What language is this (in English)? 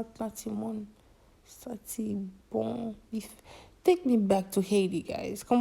Haitian Creole